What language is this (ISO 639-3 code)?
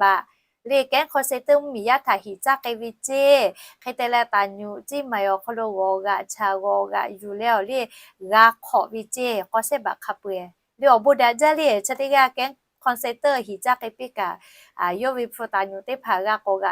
lhu